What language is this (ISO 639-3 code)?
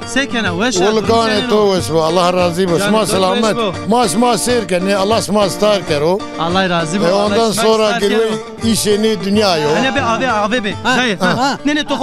zza